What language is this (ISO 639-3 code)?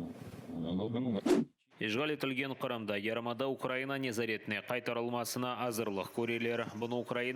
crh